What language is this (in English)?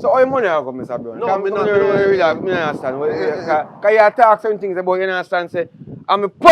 Jamaican Creole English